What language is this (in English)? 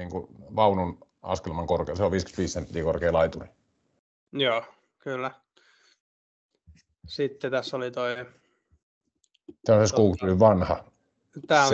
Finnish